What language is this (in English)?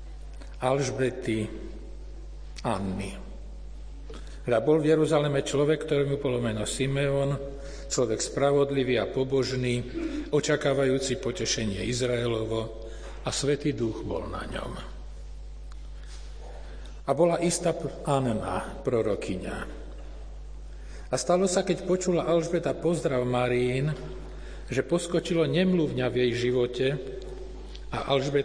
Slovak